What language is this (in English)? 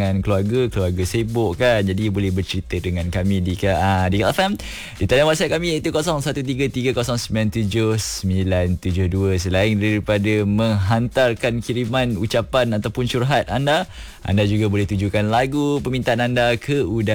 Malay